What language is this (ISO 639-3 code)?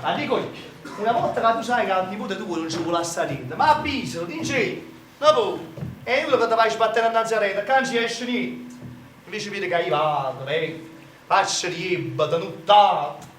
nap